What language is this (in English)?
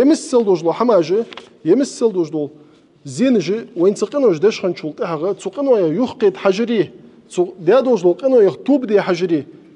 Ingush